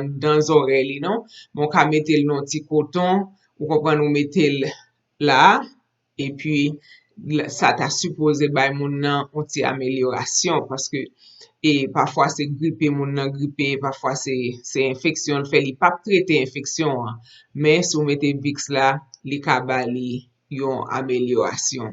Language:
Haitian Creole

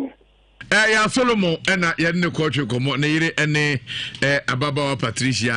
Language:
Akan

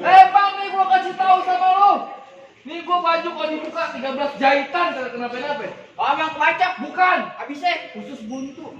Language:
Betawi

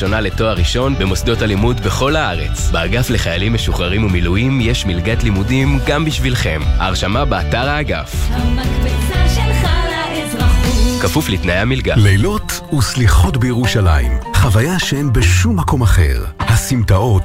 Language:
Hebrew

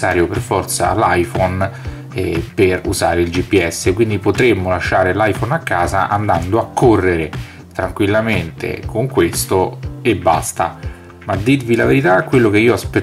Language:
Italian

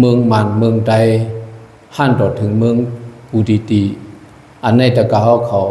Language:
Shan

